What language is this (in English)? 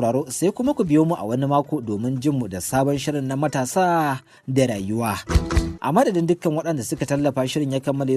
Hausa